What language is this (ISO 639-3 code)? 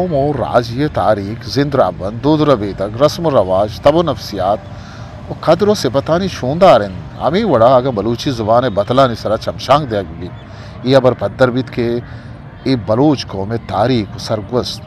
bgp